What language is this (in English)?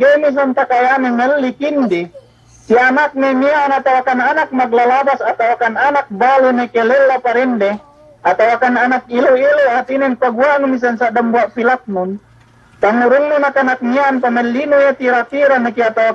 Yakan